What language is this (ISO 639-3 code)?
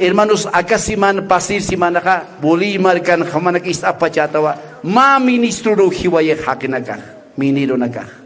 aym